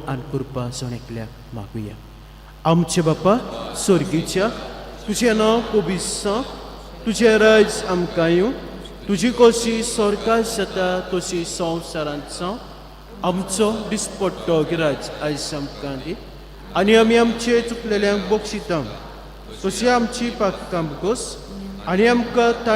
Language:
Konkani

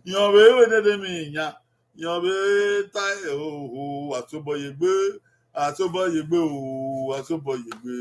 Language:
Bini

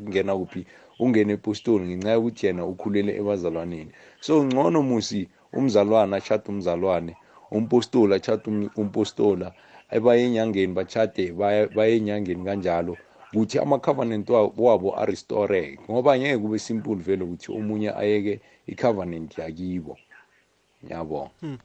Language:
South Ndebele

